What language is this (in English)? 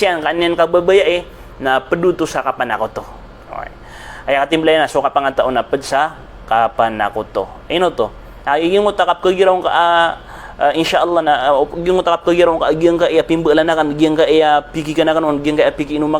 Maranao